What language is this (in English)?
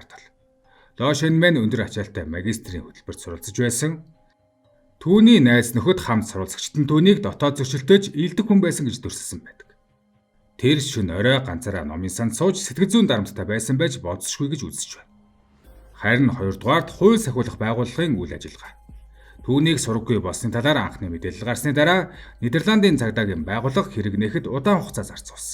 Mongolian